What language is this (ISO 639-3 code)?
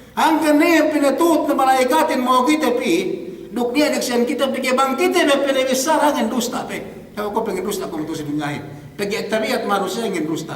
yka